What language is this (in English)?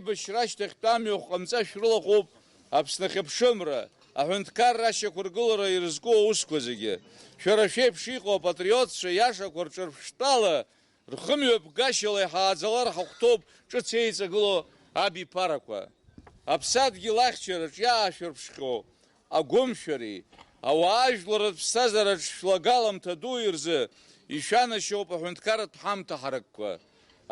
Abkhazian